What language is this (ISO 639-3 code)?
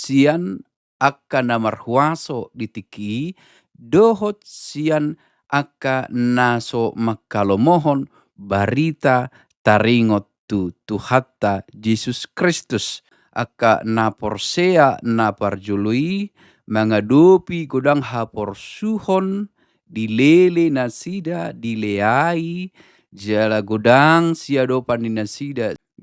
bbc